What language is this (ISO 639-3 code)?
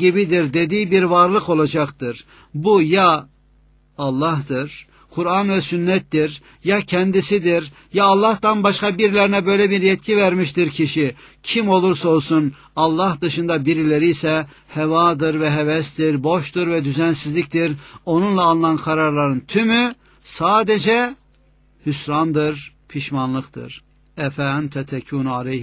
tur